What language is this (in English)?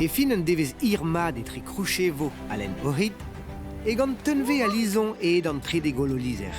Breton